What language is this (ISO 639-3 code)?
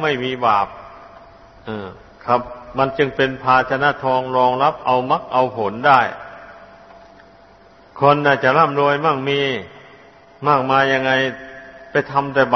tha